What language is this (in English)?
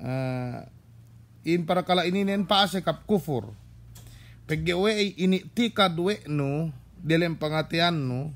Yakan